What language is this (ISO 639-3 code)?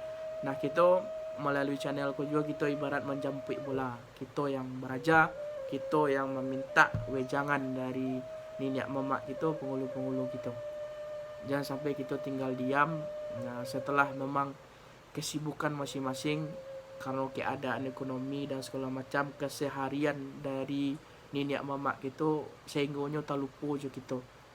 min